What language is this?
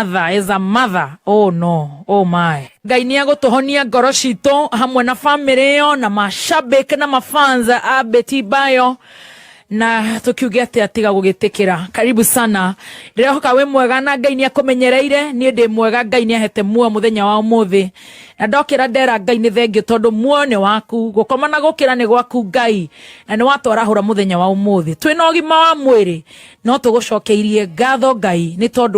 Kikuyu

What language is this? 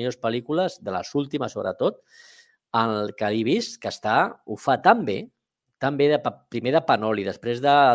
Catalan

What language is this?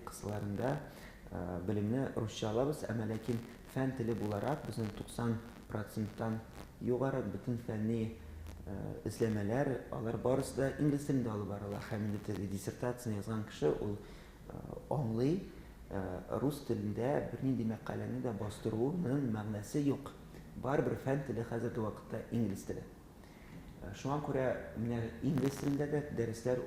Tatar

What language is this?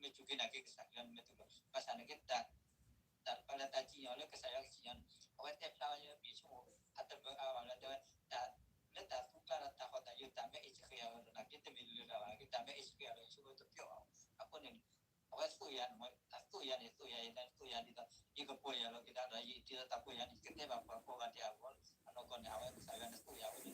S'gaw Karen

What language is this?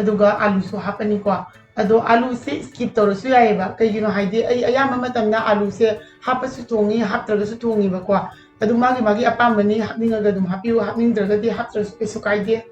Manipuri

